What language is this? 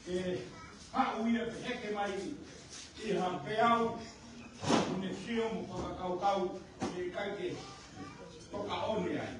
Tongan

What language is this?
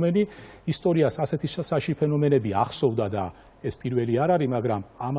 Georgian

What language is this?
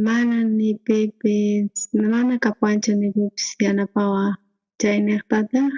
South Bolivian Quechua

